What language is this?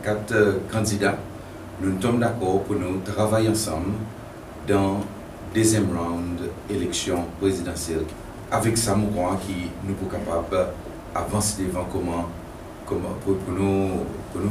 Seselwa Creole French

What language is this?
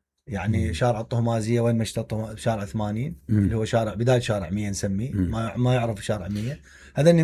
Mesopotamian Arabic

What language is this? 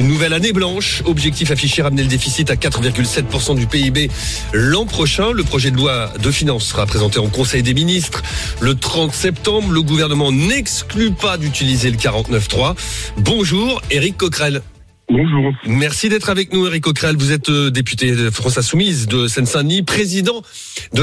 French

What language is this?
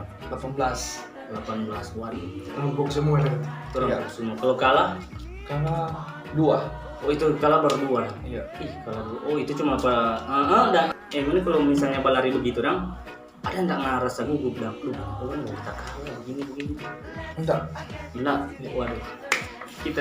Manado Malay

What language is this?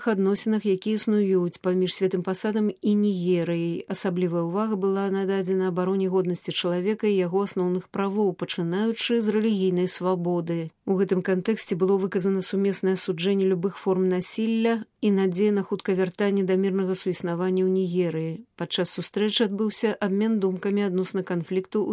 Belarusian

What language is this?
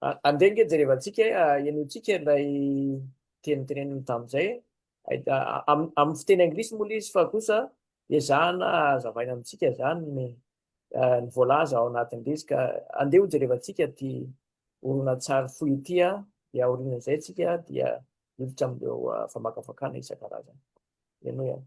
Malagasy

